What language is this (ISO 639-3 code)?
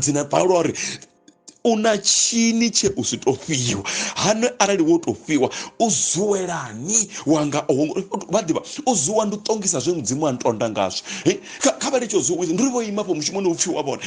ven